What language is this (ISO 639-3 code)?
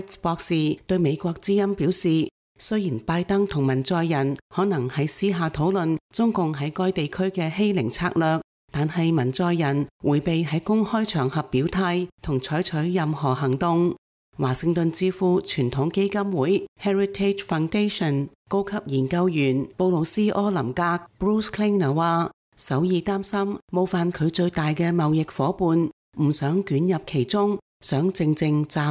yue